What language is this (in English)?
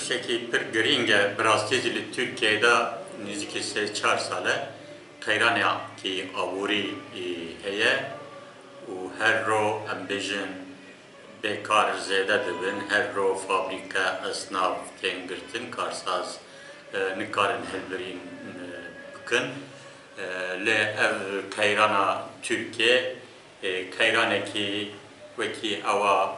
Kurdish